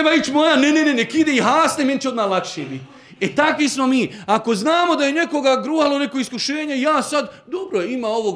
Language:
Bosnian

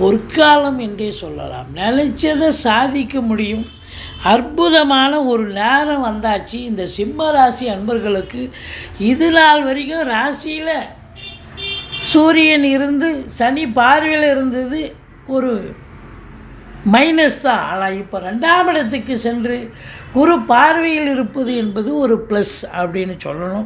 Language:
Tamil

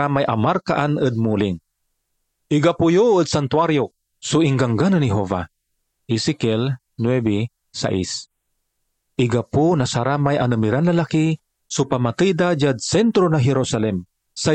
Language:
Pangasinan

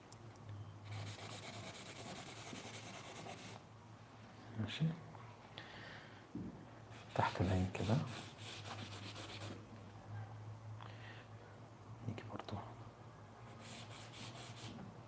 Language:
Egyptian Arabic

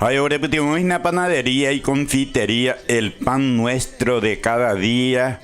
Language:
Guarani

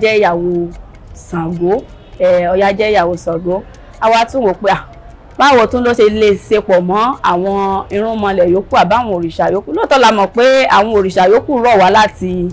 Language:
Yoruba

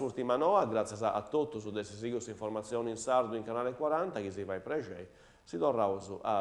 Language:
Sardinian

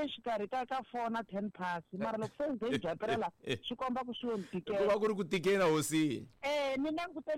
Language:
Tsonga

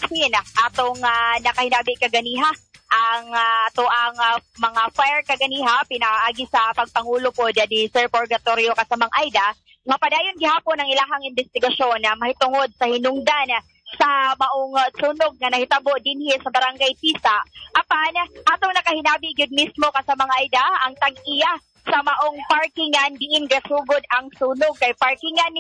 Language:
Cebuano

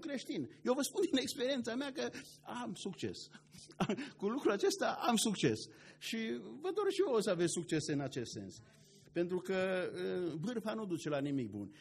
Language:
Romanian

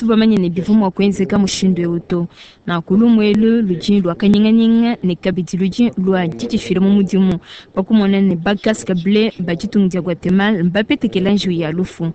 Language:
Luba-Lulua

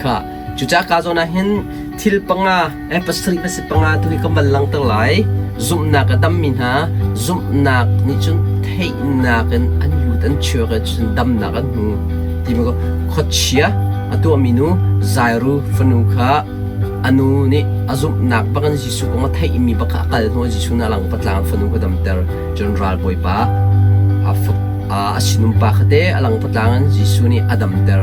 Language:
Hakha Chin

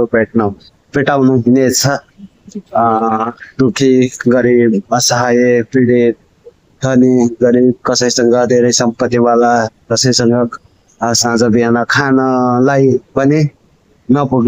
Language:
Nepali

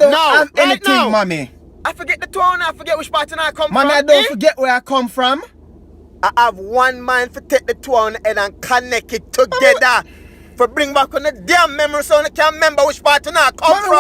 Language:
Jamaican Creole English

